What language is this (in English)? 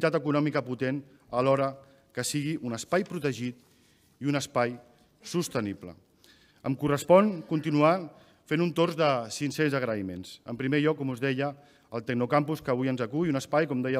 Catalan